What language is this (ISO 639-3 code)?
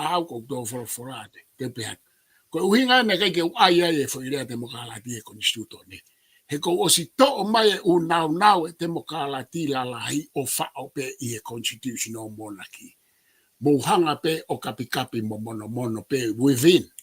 ton